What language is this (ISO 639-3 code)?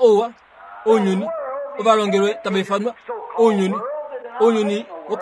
kua